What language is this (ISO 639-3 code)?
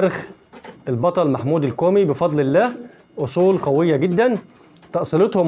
arz